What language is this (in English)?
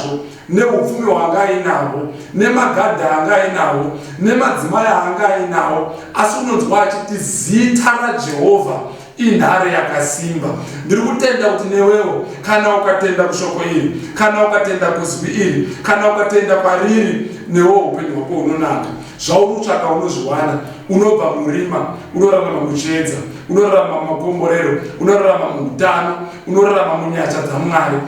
Shona